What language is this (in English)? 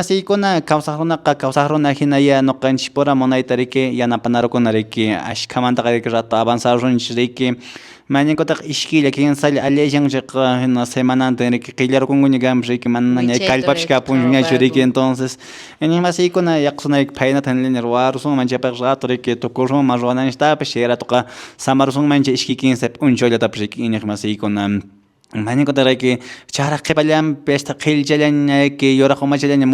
Quechua